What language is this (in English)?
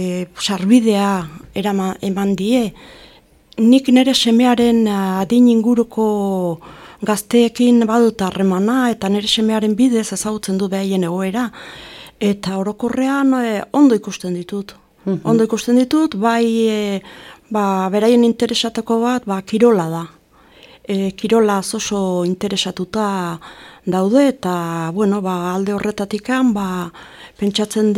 Basque